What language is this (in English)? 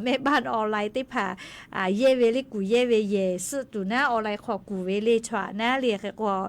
Lahu